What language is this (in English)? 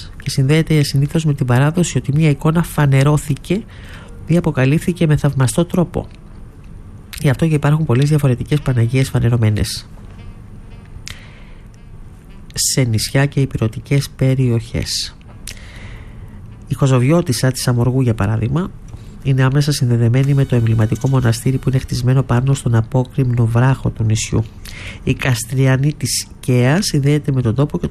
Greek